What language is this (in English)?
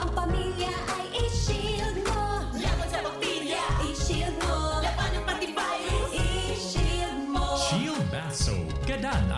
Bikol